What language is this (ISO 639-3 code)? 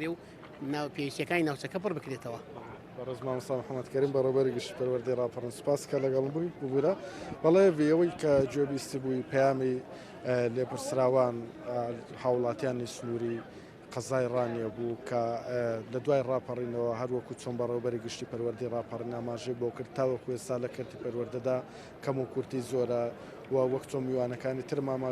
ckb